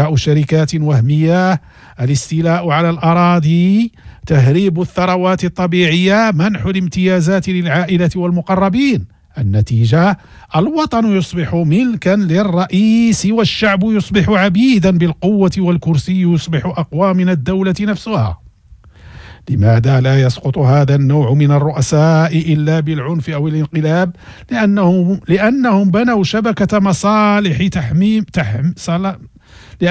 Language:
Arabic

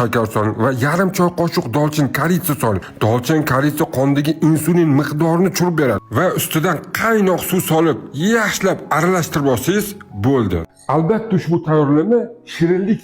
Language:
Uzbek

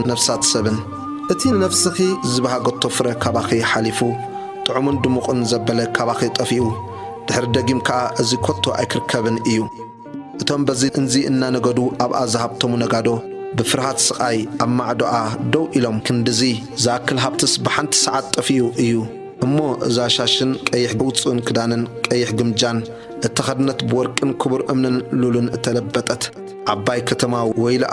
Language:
Tigrinya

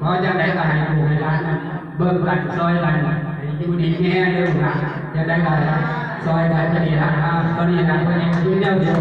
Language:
Northeastern Thai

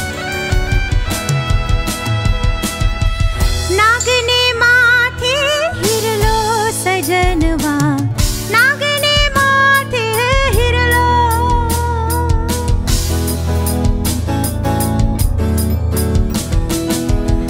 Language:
Bhojpuri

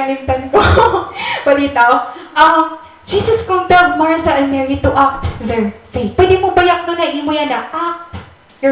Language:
Waray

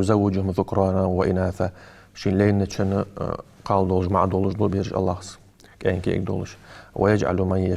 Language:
Ingush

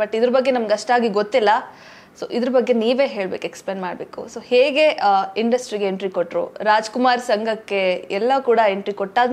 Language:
Kannada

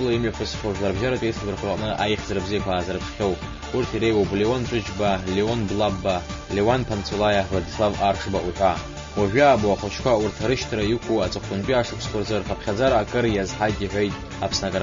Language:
Abkhazian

